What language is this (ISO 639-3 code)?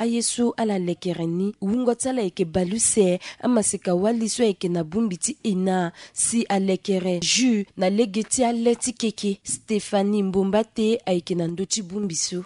sag